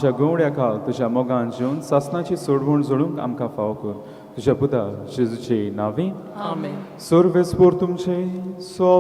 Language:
Konkani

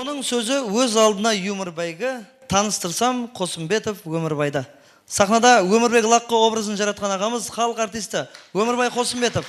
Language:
Kara-Kalpak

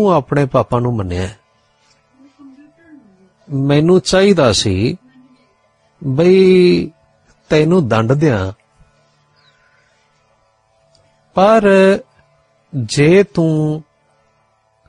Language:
Punjabi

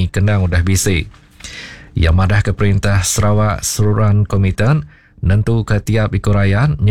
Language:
Iban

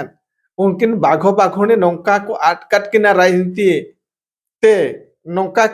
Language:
Santali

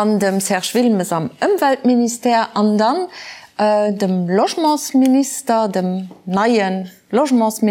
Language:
Luxembourgish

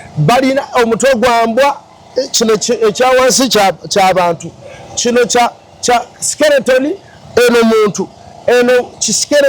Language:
Ganda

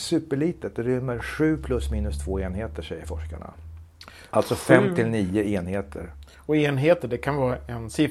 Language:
Swedish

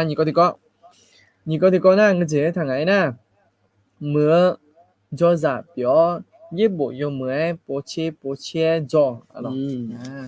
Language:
Akha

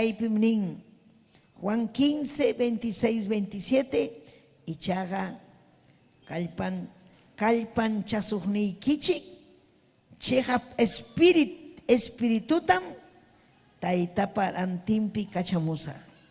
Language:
Ayacucho Quechua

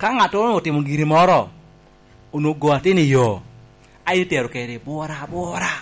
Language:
Lango (Uganda)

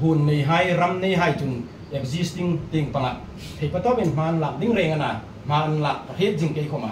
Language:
Hmar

